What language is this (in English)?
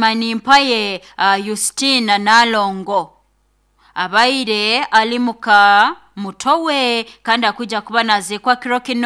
Nyoro